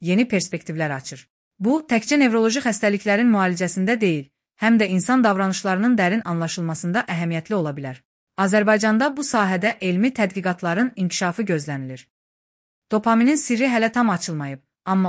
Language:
Azerbaijani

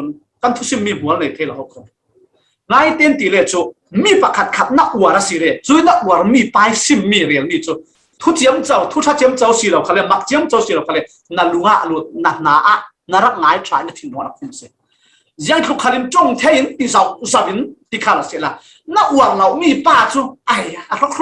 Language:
Falam Chin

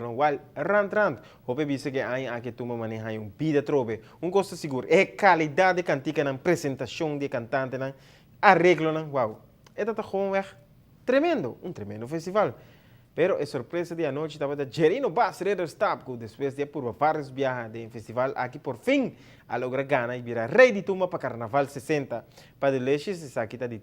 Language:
Papiamento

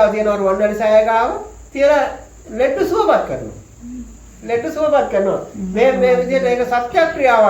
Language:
Sinhala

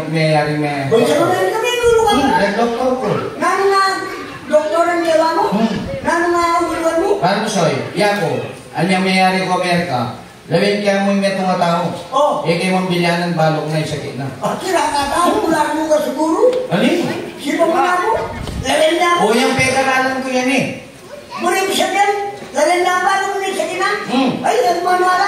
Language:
Pampanga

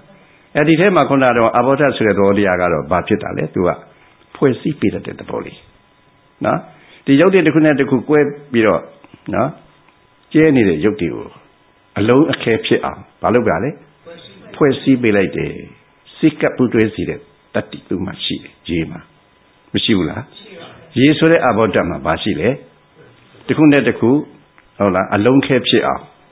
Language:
Burmese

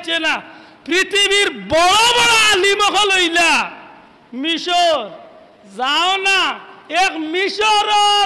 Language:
Sylheti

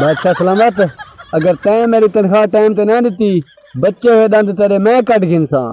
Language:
Saraiki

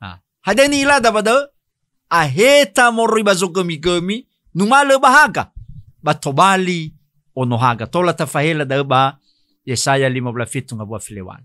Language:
Nias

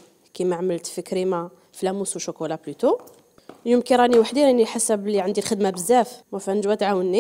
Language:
Algerian Arabic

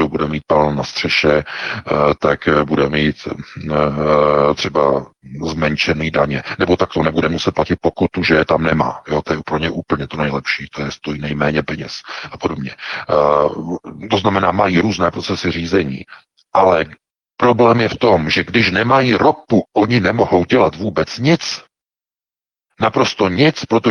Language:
Czech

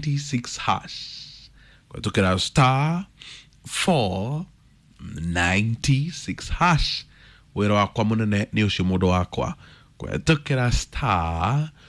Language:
Kikuyu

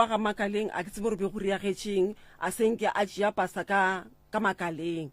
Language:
Northern Sotho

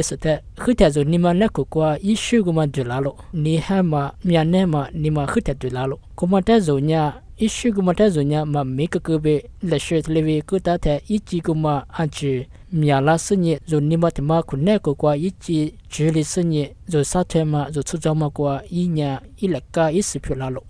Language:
Lisu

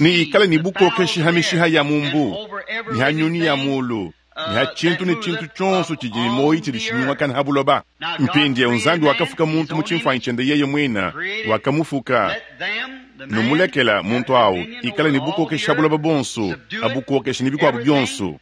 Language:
Luba-Lulua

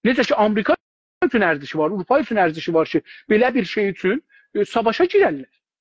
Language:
South Azerbaijani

